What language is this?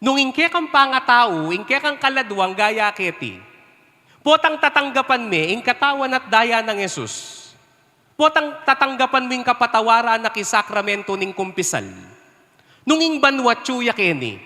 Pampanga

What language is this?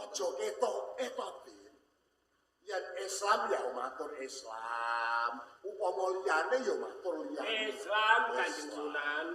Javanese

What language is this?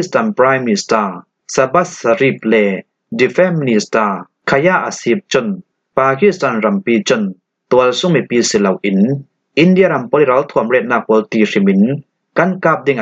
Falam Chin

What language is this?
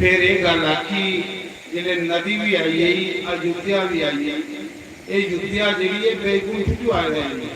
Dogri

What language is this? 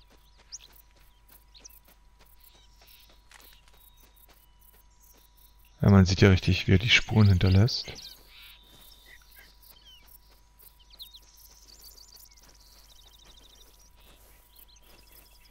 German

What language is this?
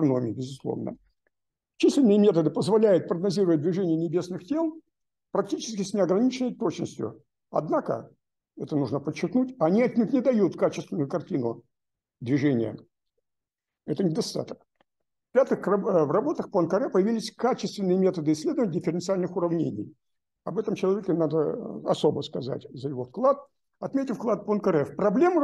Russian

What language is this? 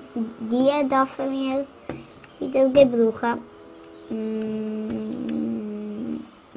Swiss German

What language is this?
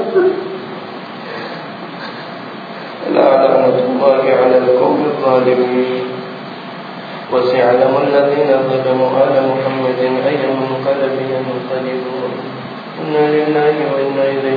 Gujarati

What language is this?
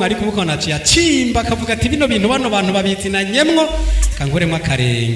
Rundi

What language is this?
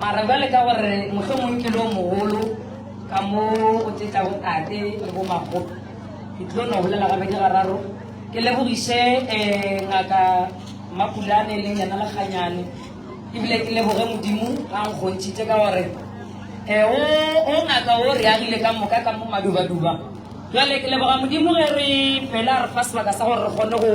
Northern Sotho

